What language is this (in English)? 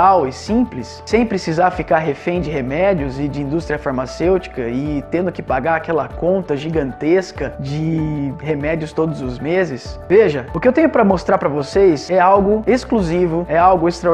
Portuguese